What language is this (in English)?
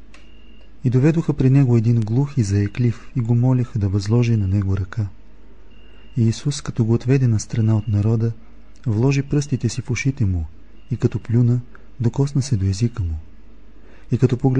Bulgarian